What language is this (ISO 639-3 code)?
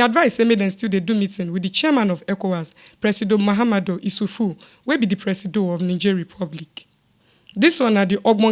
pcm